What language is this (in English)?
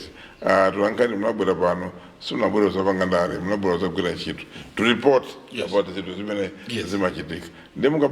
Nyanja